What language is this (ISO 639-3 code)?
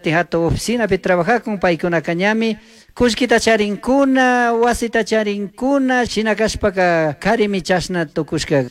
qug